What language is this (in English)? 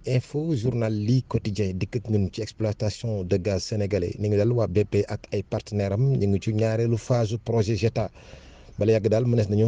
Wolof